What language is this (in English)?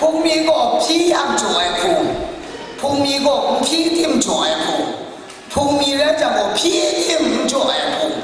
Kachin